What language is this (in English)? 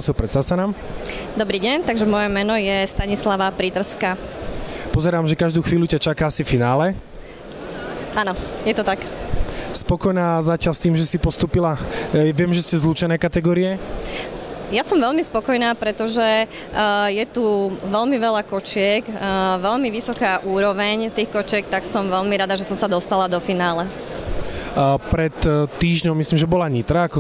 Slovak